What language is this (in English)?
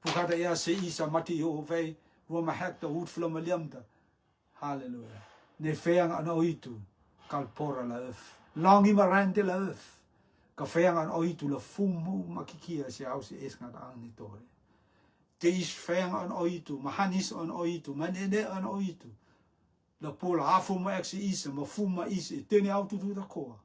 Rotuman